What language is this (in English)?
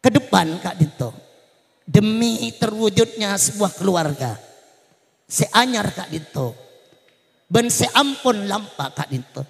Madurese